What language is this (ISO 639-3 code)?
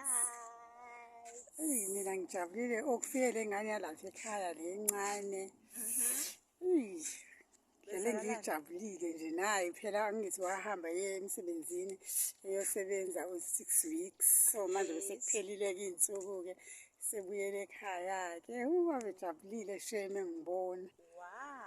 zul